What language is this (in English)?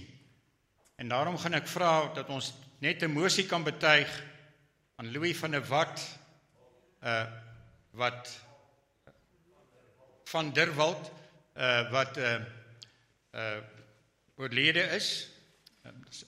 Afrikaans